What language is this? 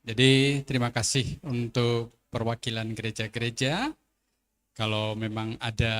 Batak Simalungun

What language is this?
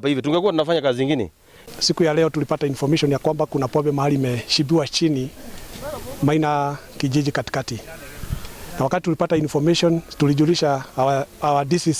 Kikuyu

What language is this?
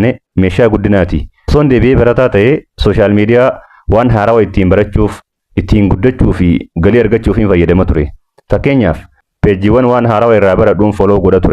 Oromo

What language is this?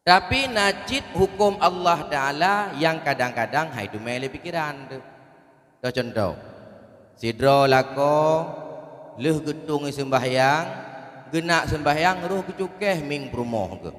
Achinese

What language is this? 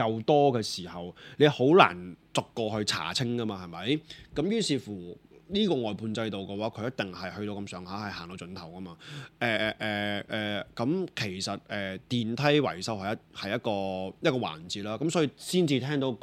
Cantonese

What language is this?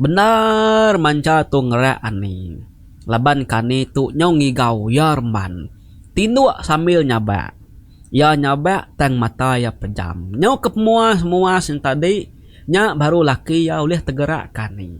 Iban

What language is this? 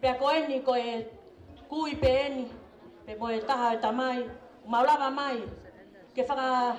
Tongan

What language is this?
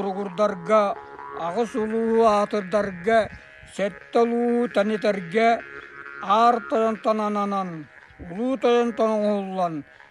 Yakut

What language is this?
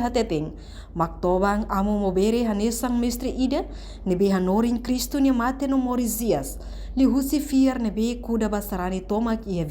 Tetum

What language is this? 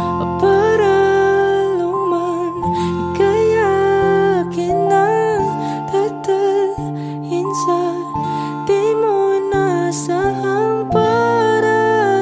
Filipino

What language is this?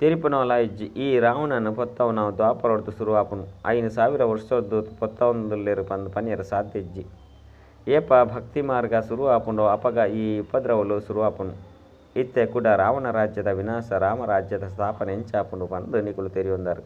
Tulu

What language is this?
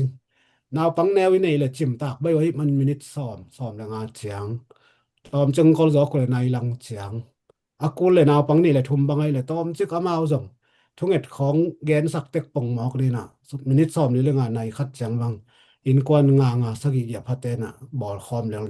Tedim Chin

